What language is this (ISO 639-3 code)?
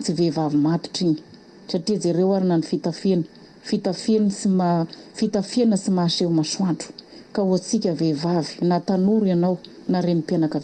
mlg